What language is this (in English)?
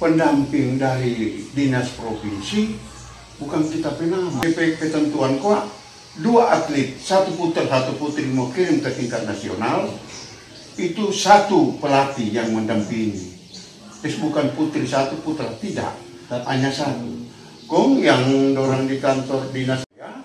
Manado Malay